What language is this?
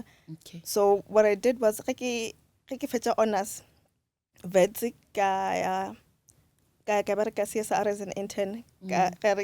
Northern Sotho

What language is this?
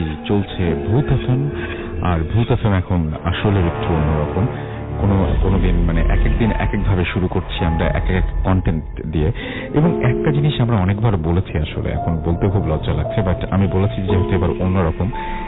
Bangla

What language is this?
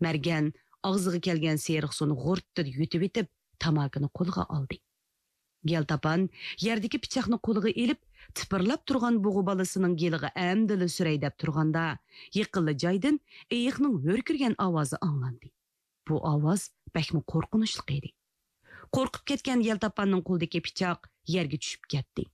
Uyghur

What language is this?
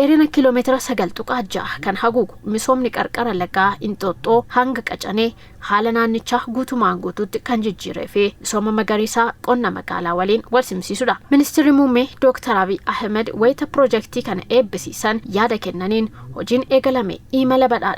Oromo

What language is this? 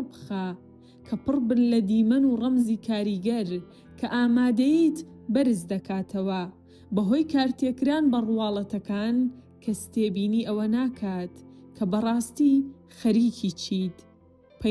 Central Kurdish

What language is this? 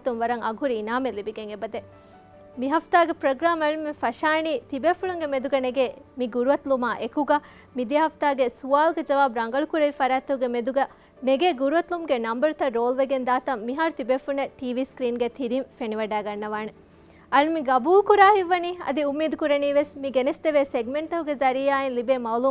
Divehi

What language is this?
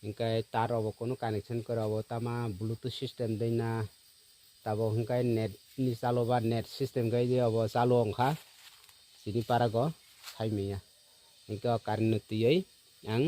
Kok Borok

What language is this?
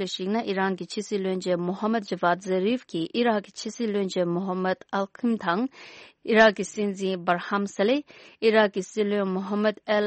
Tibetan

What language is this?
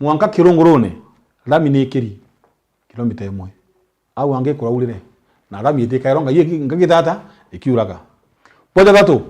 Meru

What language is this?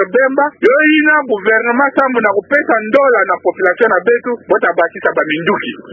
Kituba (Democratic Republic of Congo)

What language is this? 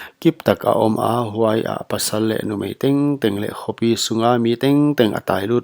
Paite Chin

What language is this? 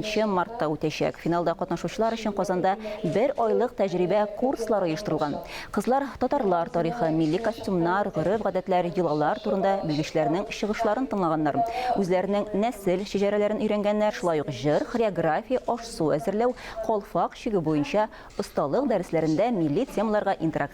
Tatar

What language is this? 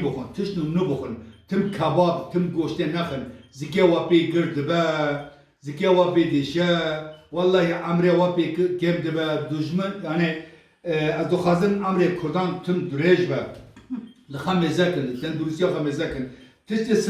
Kurdish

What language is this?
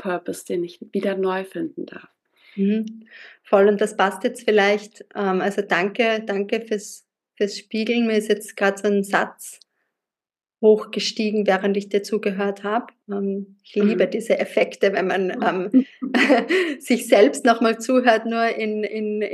German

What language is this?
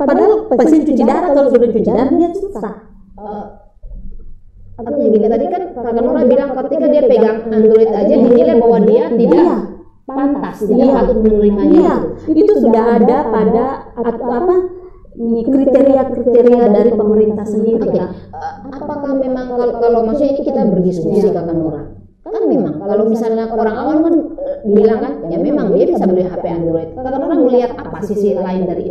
Indonesian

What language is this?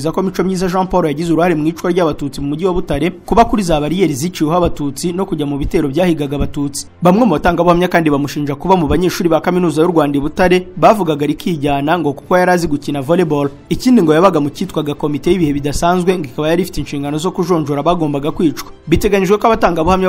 Kinyarwanda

